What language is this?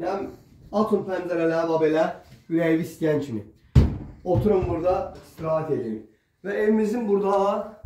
Azerbaijani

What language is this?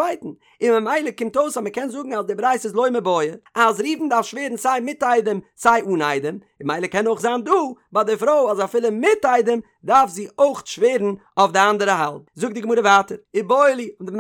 Yiddish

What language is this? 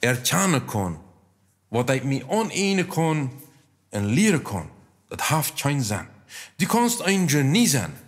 Plautdietsch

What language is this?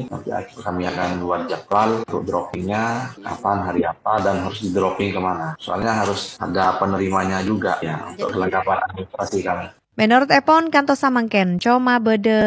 Madurese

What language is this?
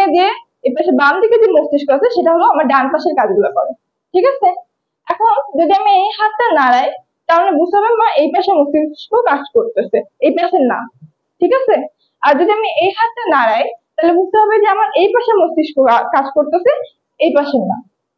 Bangla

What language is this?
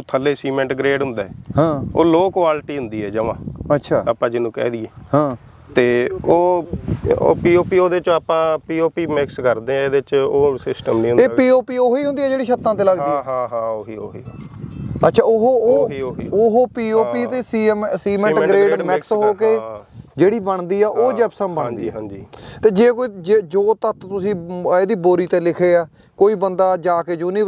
Punjabi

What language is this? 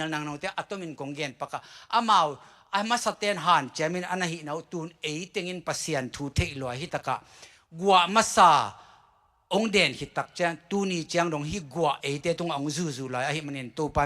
Tedim Chin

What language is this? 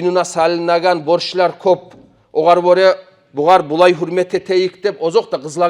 Kumyk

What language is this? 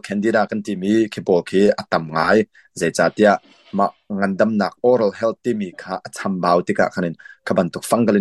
Hakha Chin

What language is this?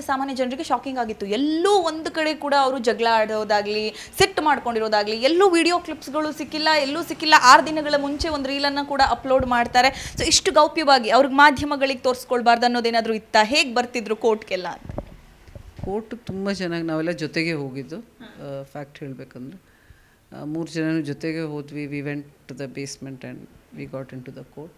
Kannada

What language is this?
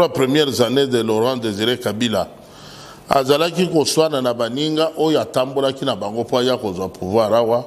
Lingala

